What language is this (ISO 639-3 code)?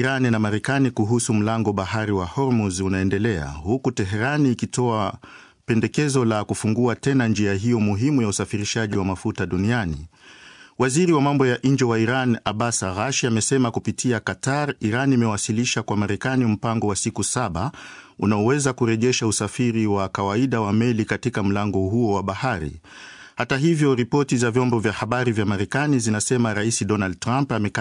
swa